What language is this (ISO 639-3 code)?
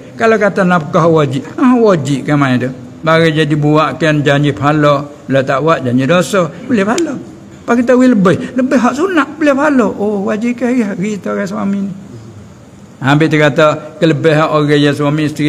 msa